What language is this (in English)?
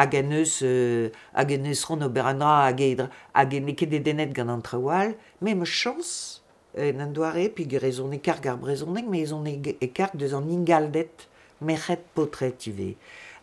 Breton